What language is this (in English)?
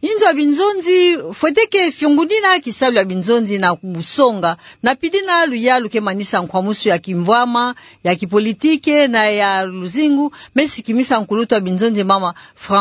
Kituba (Democratic Republic of Congo)